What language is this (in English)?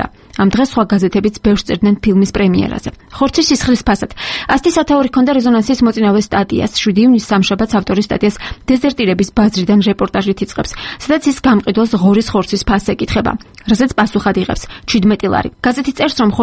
Georgian